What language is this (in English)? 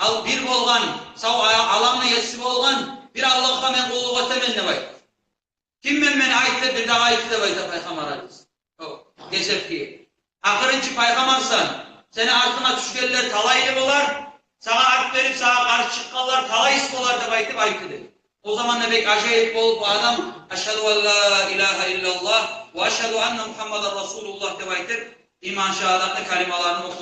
Kumyk